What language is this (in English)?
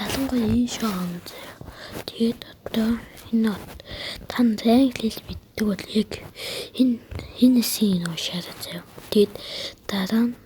Mongolian